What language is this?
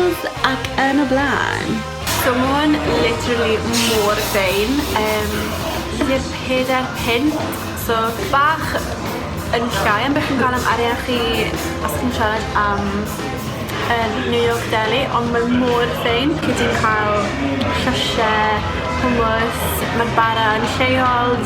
Welsh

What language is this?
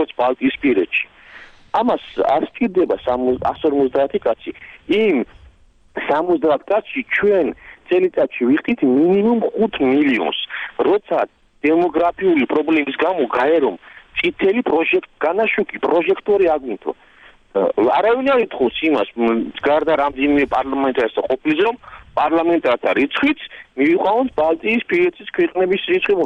Georgian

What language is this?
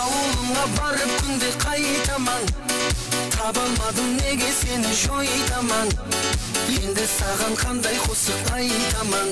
Kara-Kalpak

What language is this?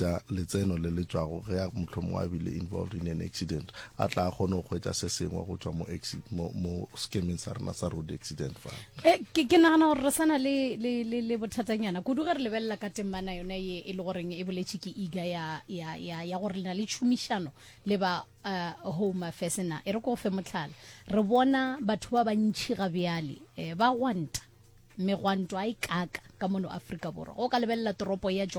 Northern Sotho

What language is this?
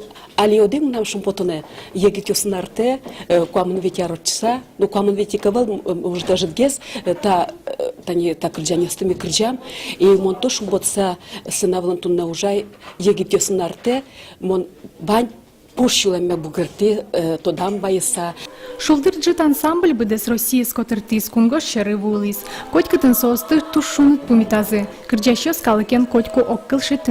Udmurt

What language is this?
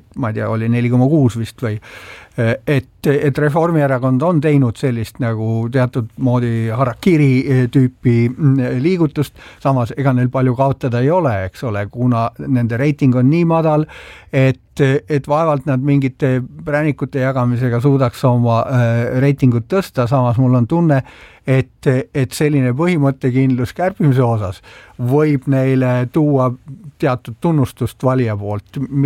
Estonian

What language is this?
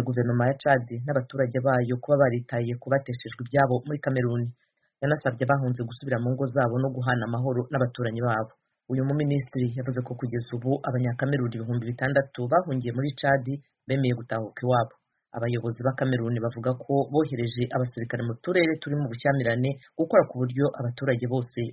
Kinyarwanda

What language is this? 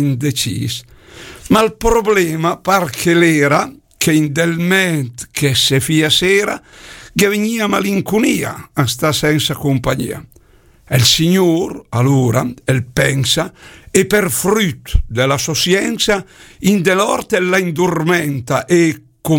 Lombard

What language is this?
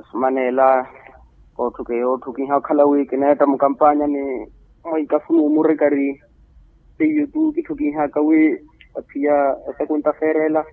Makhuwa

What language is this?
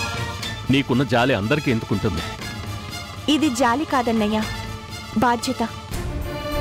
Telugu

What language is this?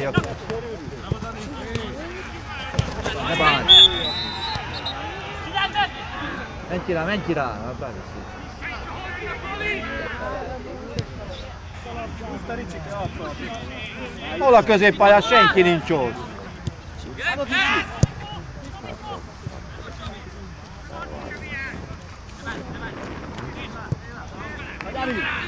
Hungarian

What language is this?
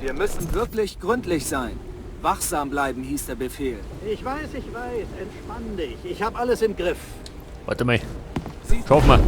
Bavarian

